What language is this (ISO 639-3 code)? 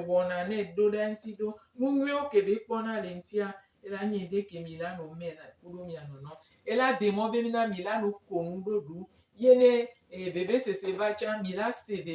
gej